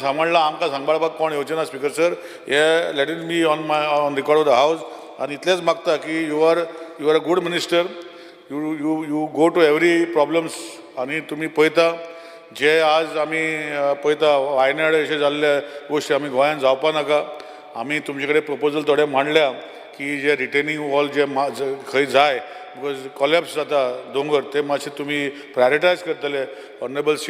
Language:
Konkani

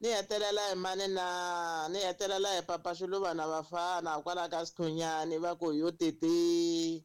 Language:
Tsonga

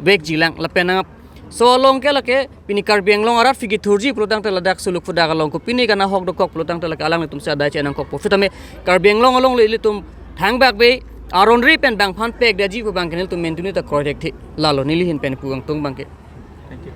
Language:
Karbi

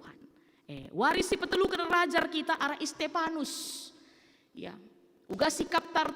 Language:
Batak Karo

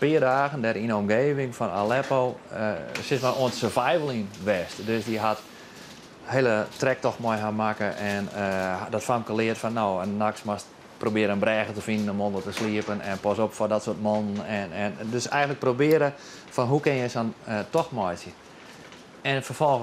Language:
Western Frisian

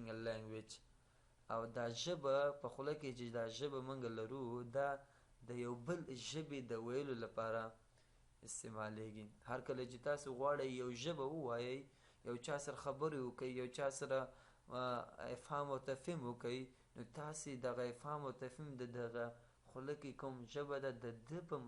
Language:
Pashto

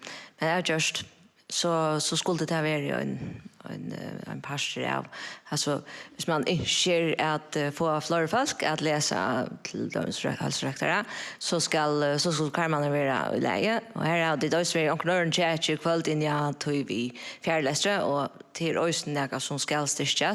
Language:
Faroese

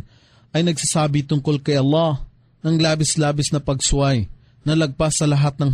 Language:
Filipino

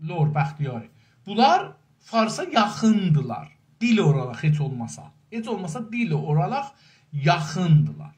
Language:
South Azerbaijani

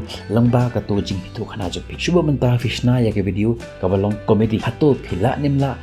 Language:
Khasi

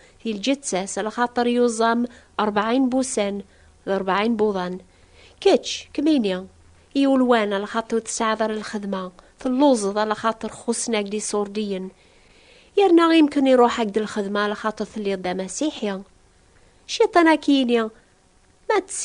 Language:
Kabyle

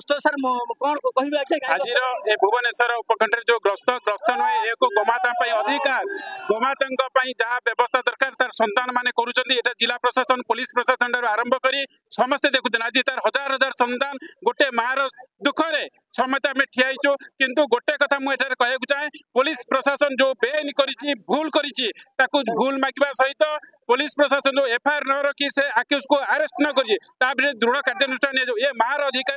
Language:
Odia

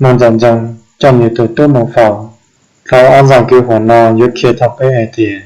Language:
Hmong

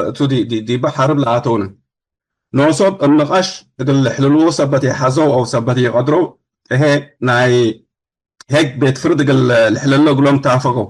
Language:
Tigre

